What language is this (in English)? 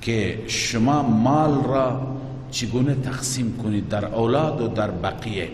Persian